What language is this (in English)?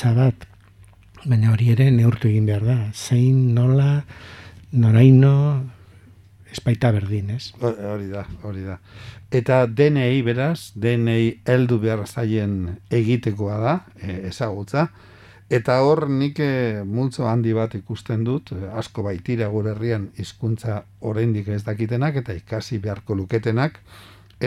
Basque